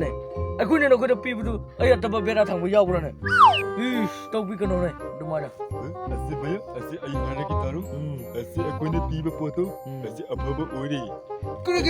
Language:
Manipuri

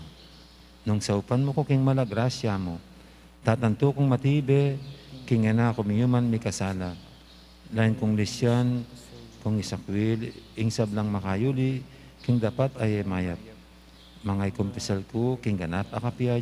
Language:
Pampanga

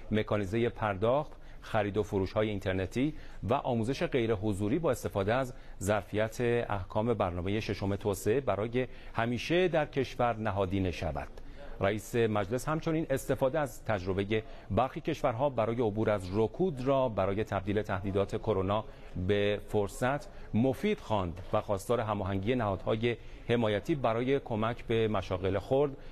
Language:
Persian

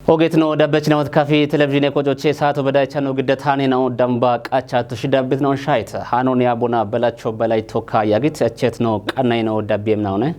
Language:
Kafa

